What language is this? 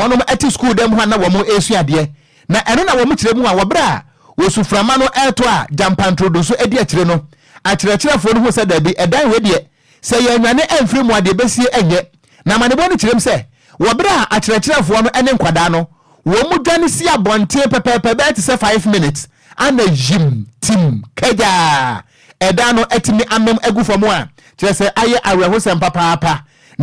Akan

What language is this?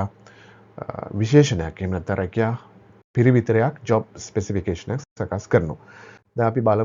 Sinhala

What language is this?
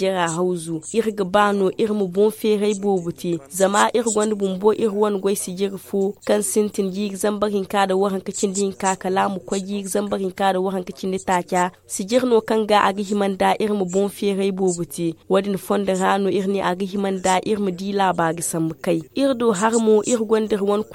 Zarma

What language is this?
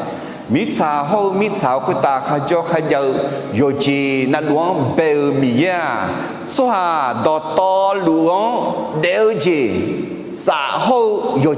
Akha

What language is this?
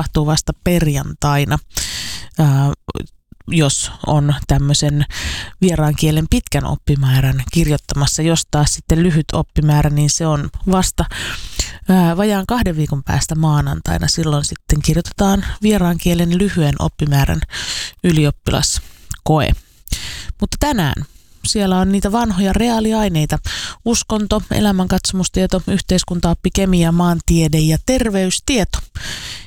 Finnish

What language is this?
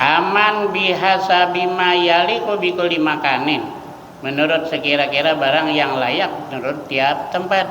Banjar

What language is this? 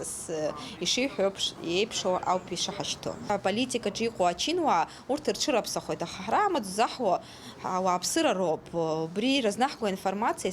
Abkhazian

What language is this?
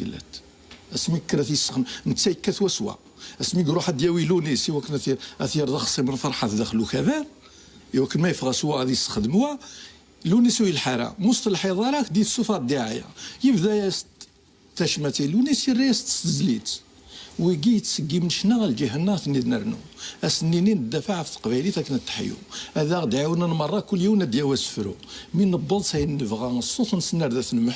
Kabyle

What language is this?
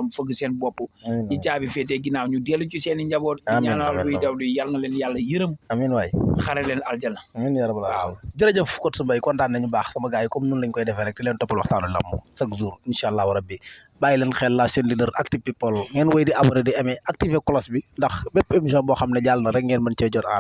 Wolof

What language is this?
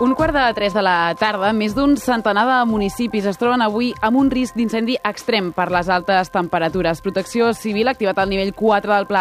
Catalan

